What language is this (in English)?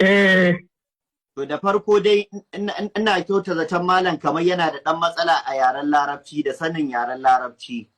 Hausa